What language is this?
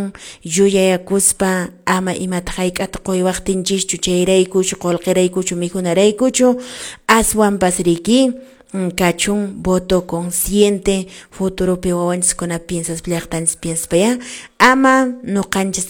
Quechua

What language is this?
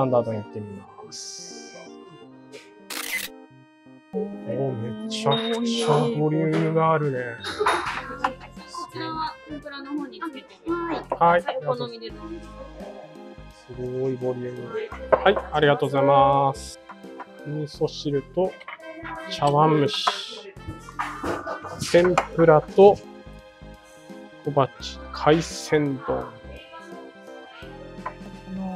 Japanese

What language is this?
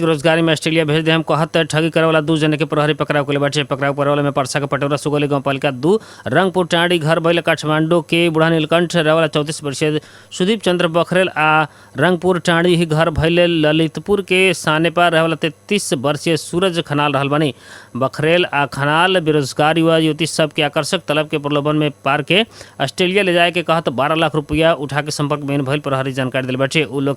Bhojpuri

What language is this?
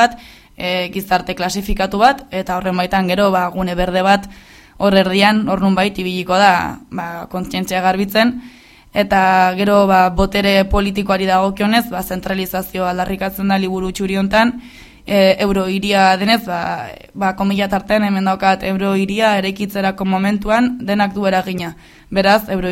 Basque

